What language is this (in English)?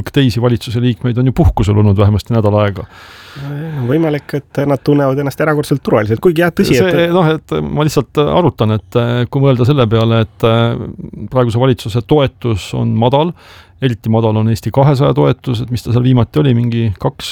Estonian